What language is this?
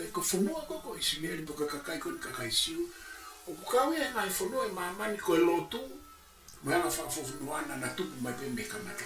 Tongan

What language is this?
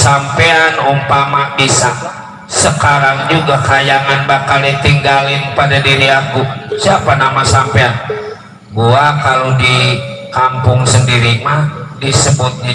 Betawi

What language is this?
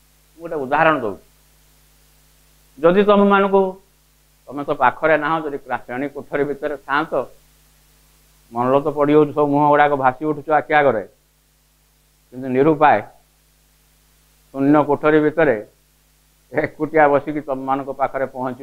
Odia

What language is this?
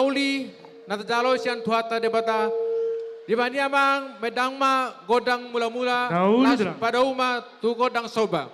Batak Toba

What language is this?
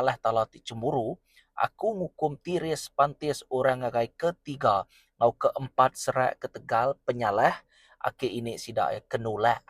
Iban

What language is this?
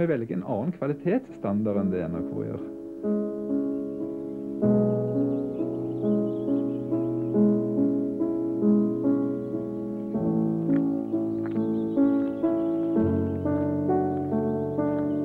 Norwegian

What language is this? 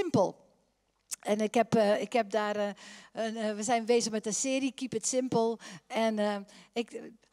Dutch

